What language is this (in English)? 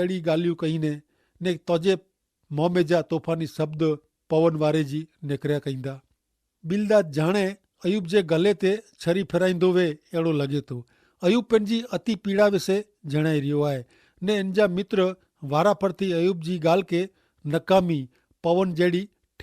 Kachhi